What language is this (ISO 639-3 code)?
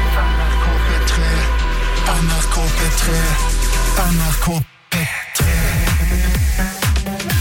nor